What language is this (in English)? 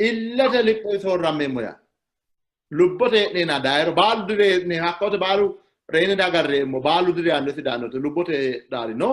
Sidamo